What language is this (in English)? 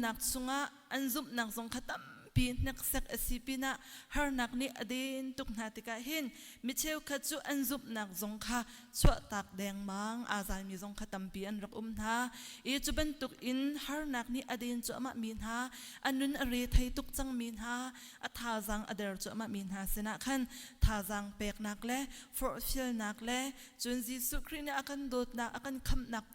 Hakha Chin